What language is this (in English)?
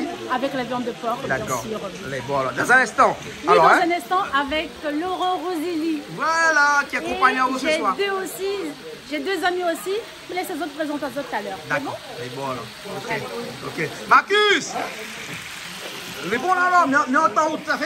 Réunion Creole French